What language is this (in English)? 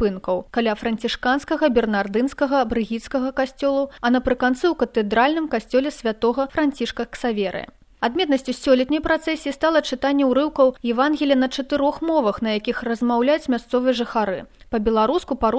Belarusian